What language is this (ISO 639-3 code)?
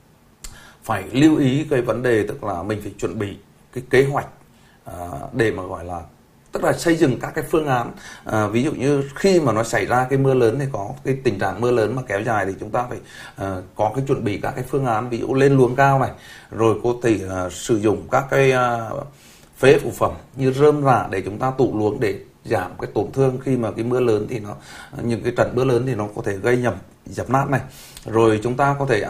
vie